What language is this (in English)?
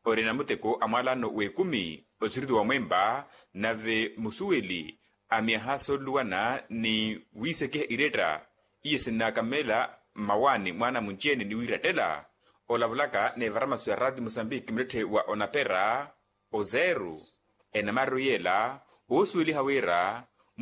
Makhuwa